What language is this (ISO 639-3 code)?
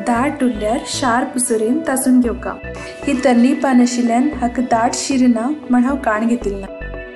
kok